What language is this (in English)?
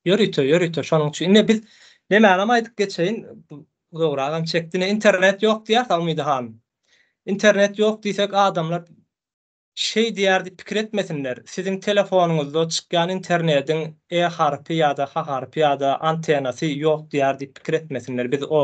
Turkmen